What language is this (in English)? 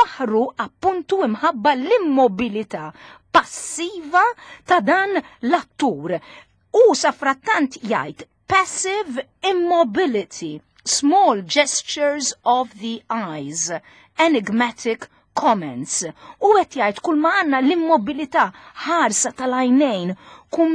Maltese